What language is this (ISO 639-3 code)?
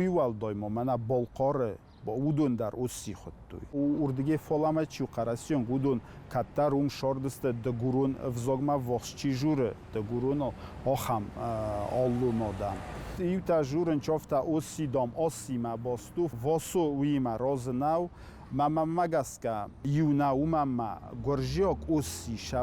oss